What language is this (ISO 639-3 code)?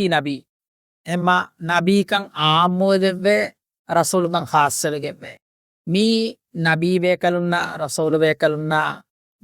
div